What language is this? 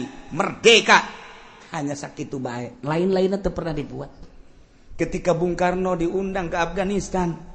Sundanese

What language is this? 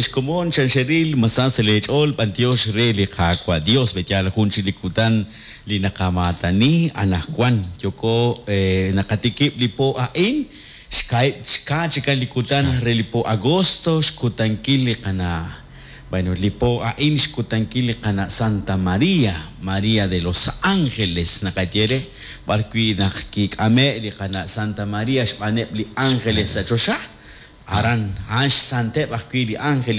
Kekchí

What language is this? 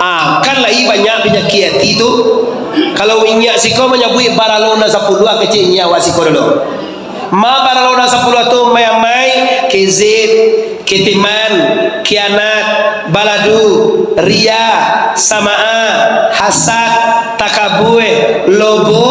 Minangkabau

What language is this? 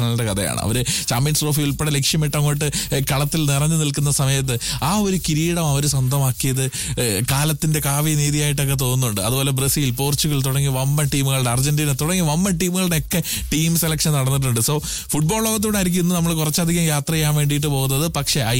Malayalam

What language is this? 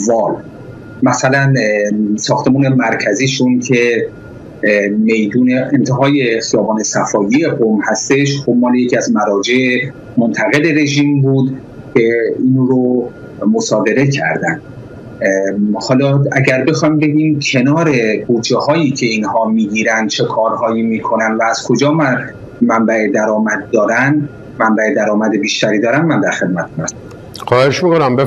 Persian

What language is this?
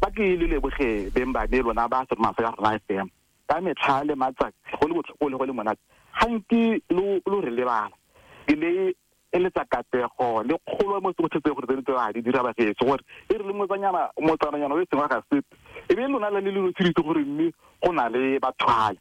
Tswana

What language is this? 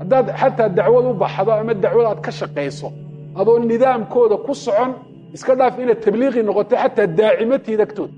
Somali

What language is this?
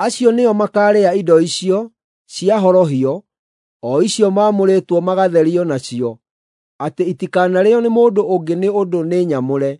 Kikuyu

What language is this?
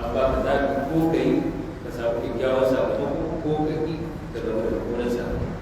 Hausa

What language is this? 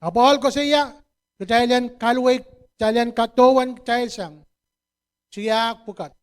Pohnpeian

